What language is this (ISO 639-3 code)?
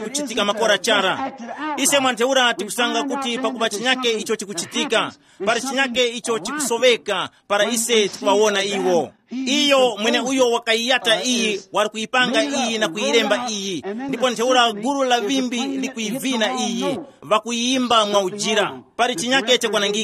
tum